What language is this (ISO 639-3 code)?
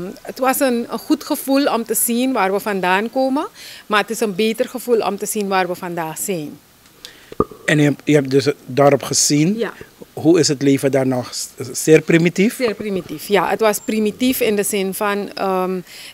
nld